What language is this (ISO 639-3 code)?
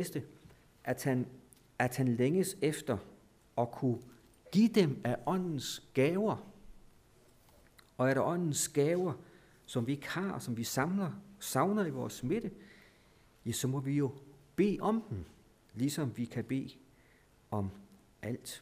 dan